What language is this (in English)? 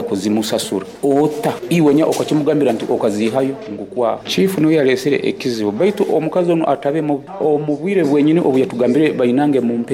Nyoro